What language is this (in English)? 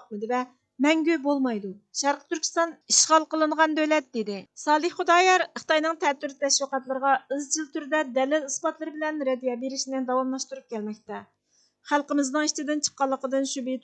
Uyghur